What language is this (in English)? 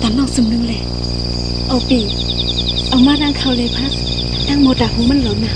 Shan